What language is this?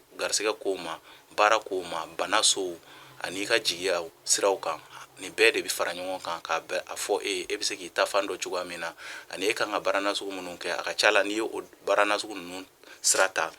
Bambara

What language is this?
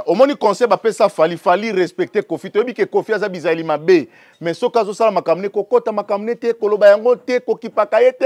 Lingala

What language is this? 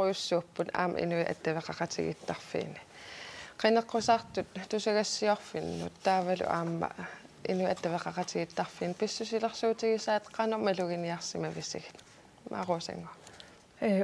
Kalaallisut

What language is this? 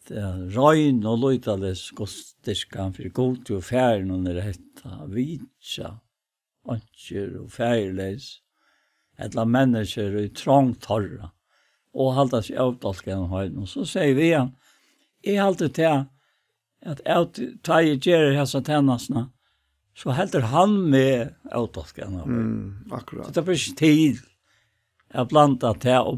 Faroese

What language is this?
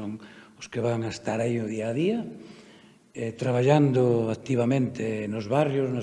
Galician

